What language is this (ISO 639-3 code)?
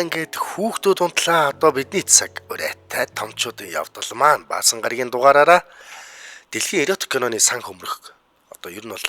mon